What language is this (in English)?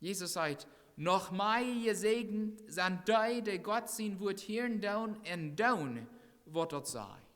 Plautdietsch